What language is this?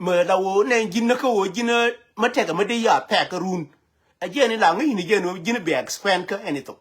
Nuer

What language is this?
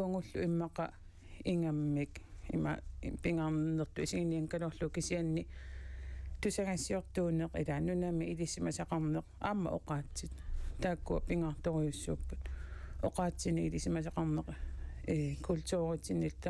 Kalaallisut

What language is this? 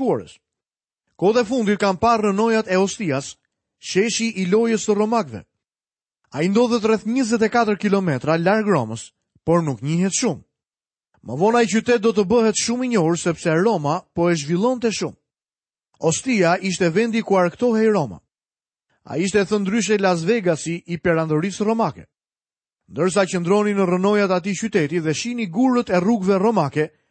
Albanian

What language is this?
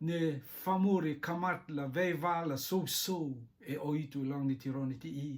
Rotuman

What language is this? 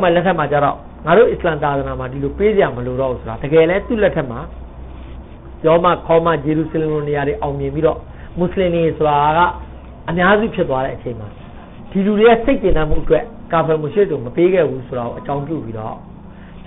Burmese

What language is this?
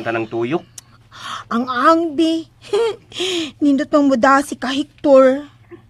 Cebuano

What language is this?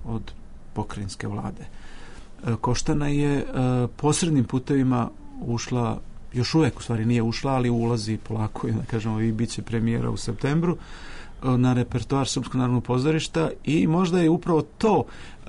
Serbian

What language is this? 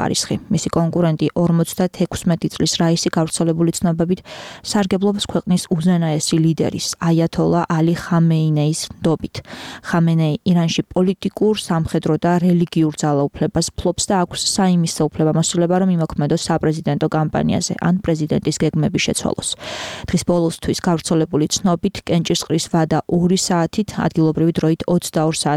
Georgian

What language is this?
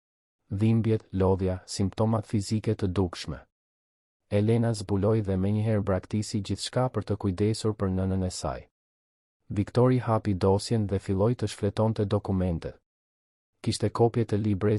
Albanian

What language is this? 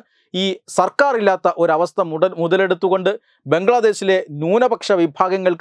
Malayalam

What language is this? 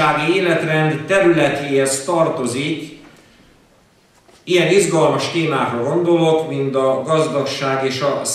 Hungarian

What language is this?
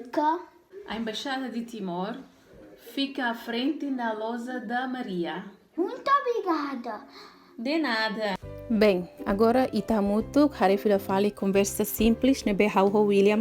Tetum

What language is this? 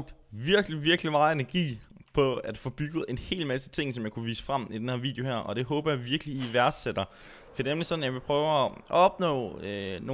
Danish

